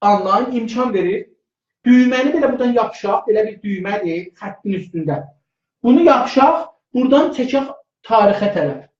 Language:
South Azerbaijani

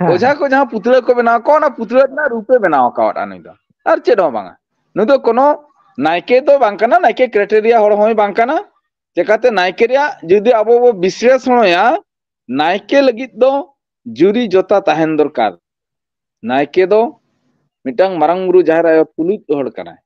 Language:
Santali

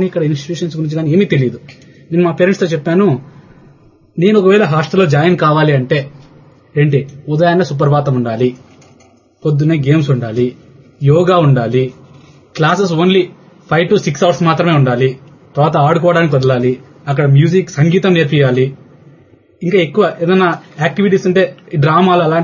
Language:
Telugu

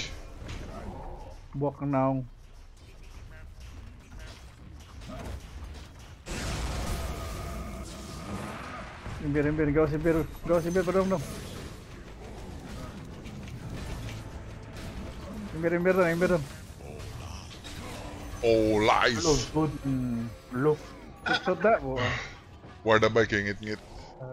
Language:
Filipino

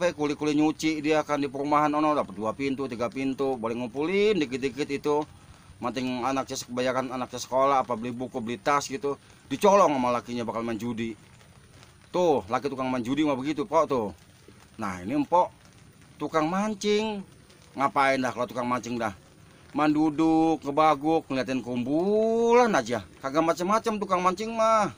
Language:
Betawi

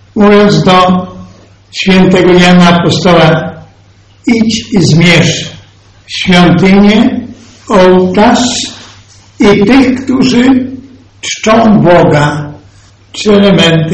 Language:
Polish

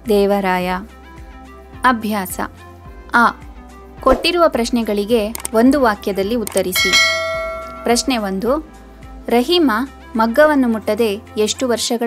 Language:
Kannada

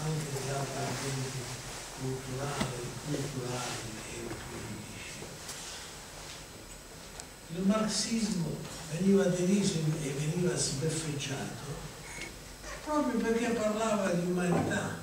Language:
Italian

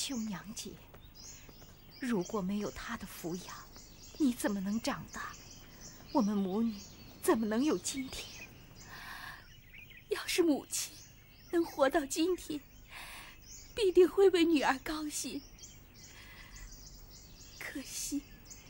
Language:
Chinese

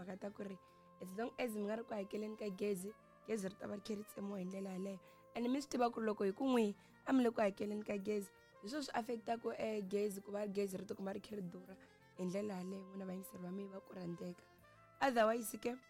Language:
Tsonga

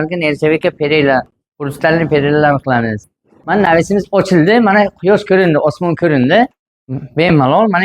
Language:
Uzbek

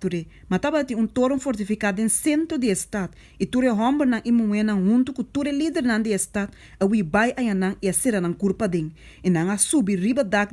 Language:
Papiamento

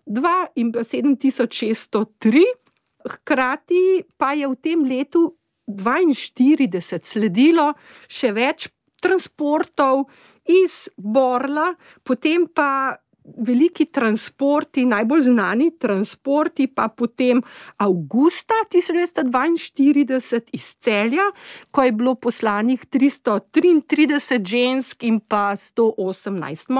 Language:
Slovenian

